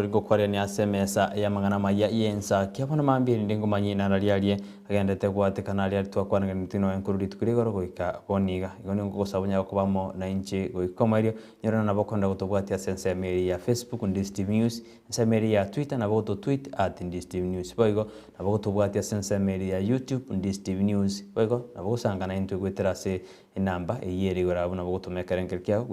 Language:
Gusii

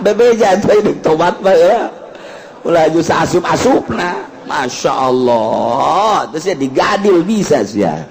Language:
Sundanese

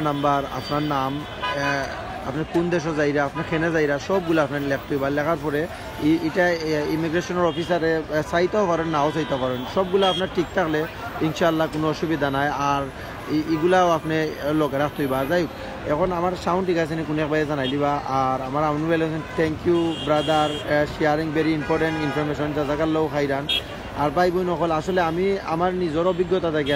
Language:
Sylheti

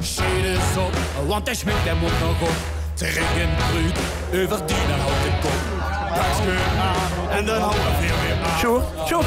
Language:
Limburgish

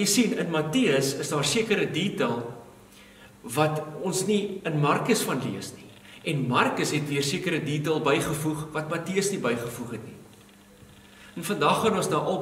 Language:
Afrikaans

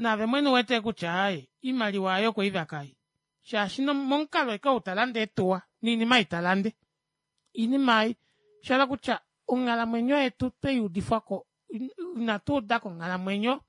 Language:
Kuanyama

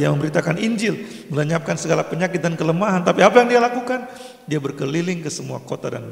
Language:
Indonesian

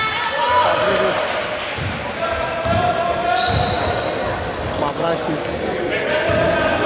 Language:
Greek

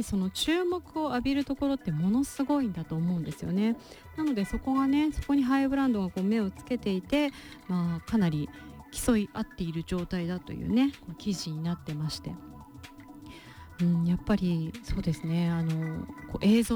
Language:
Japanese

